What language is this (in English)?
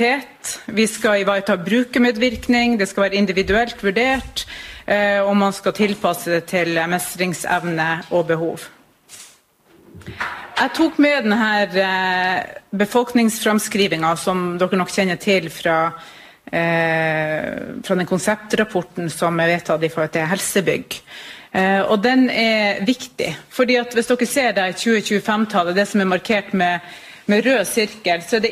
Norwegian